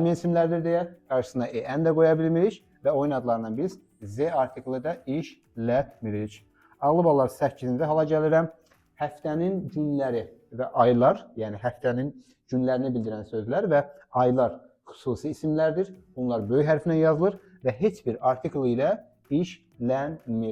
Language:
Azerbaijani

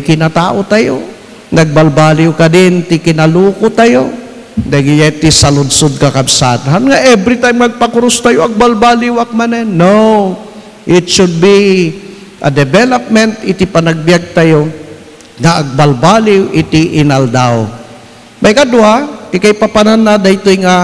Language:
Iloko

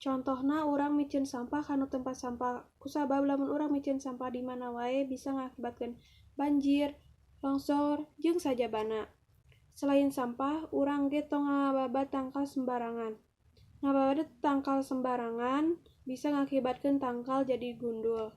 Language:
Sundanese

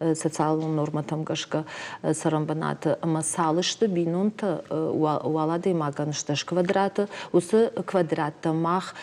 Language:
Ossetic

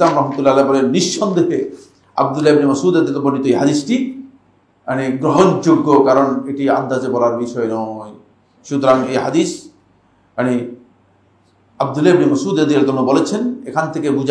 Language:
Bangla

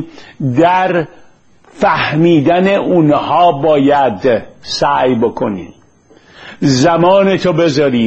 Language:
Persian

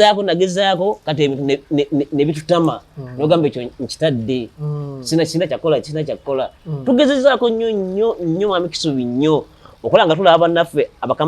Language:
Ganda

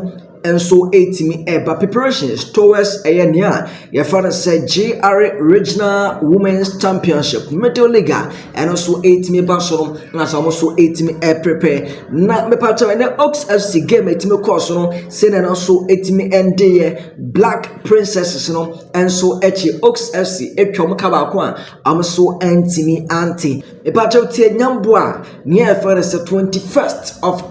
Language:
Akan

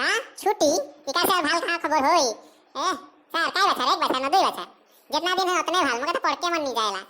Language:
Sadri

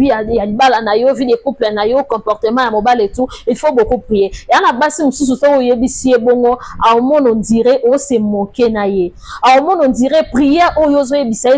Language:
Lingala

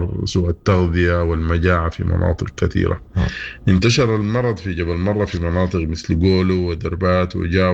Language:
Sudanese Arabic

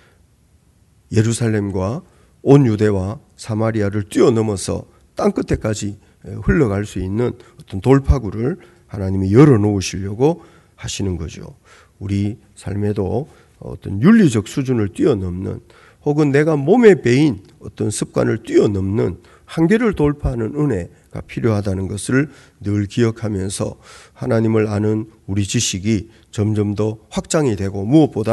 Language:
Korean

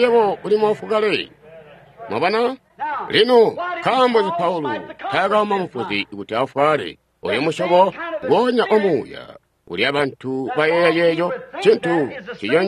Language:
Tonga (Zambia)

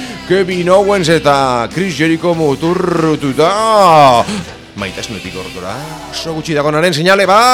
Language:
Basque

